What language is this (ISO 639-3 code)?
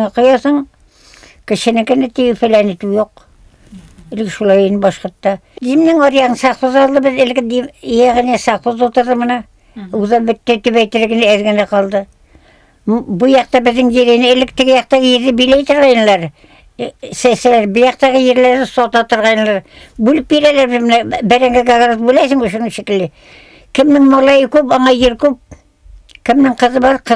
bak